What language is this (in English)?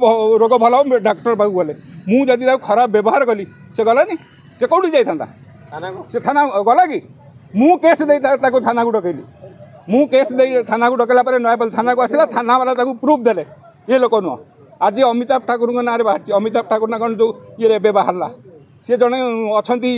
Odia